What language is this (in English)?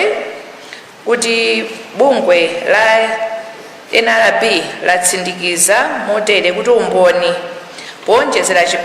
Nyanja